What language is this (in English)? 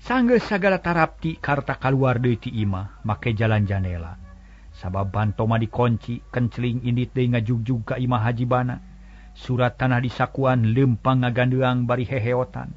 Sundanese